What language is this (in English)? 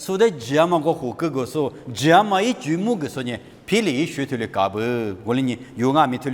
Lisu